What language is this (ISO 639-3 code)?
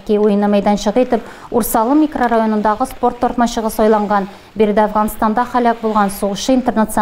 tat